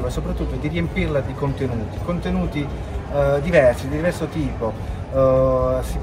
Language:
Italian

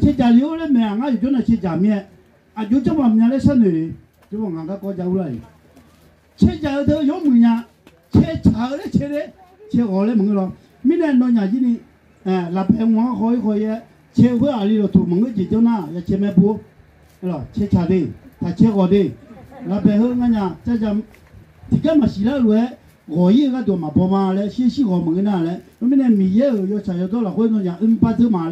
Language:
Akha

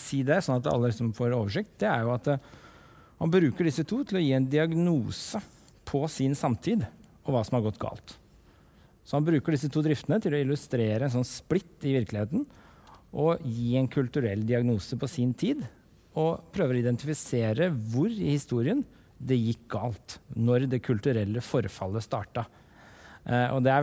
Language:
Norwegian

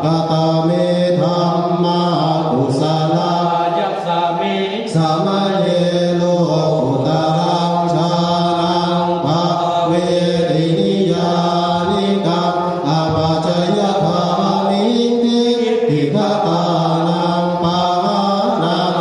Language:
Pali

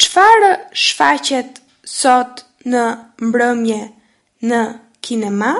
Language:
Albanian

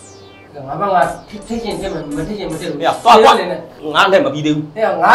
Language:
Burmese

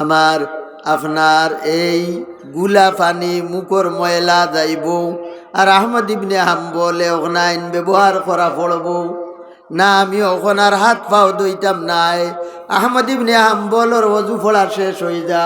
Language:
Sylheti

